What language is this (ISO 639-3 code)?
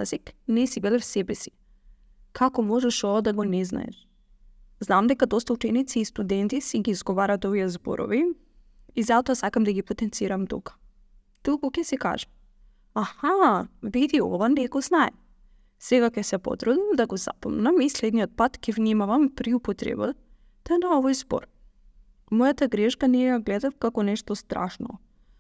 mkd